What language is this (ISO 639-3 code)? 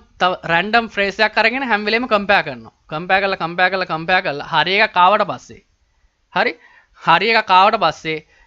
sin